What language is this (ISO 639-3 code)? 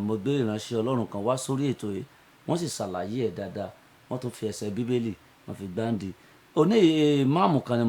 yor